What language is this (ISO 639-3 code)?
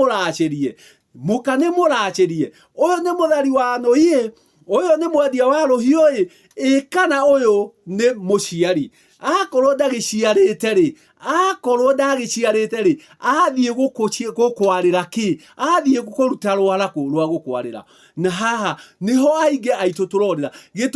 kik